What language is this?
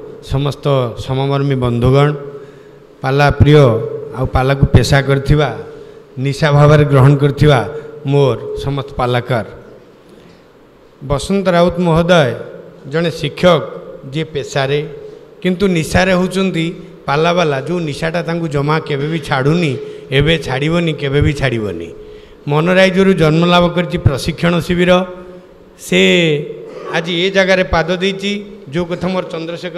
Odia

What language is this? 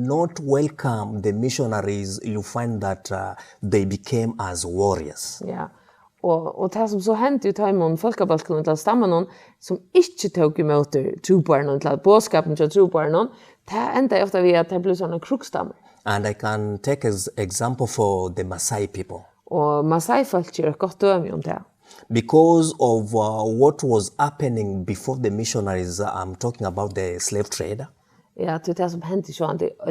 Faroese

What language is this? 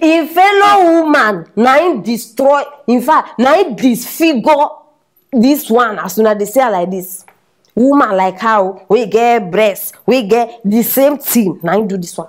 Nigerian Pidgin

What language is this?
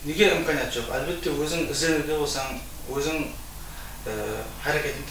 Kara-Kalpak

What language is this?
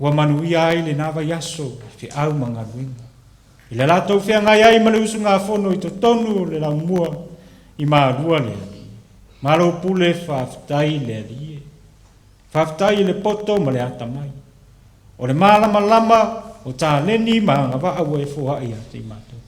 Samoan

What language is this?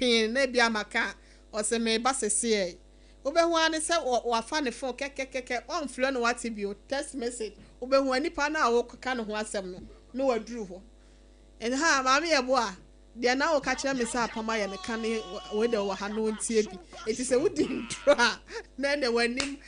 Akan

